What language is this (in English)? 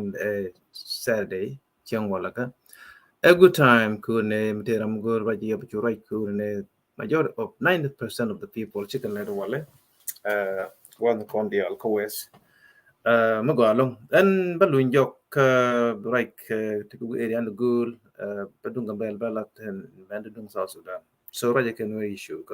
Nuer